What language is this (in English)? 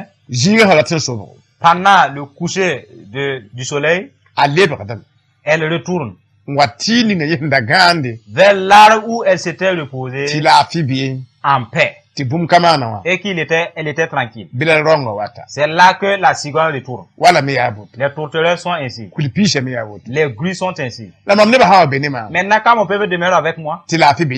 Mossi